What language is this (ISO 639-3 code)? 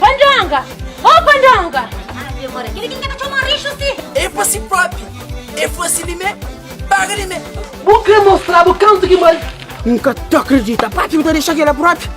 kea